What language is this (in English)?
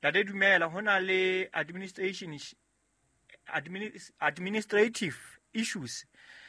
Southern Sotho